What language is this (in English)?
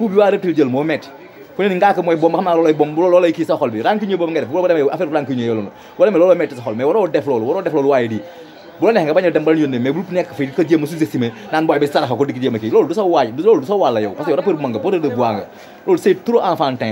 Wolof